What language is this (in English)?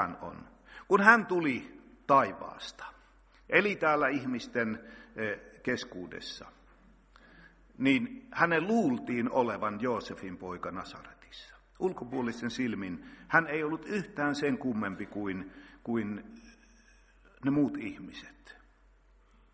Finnish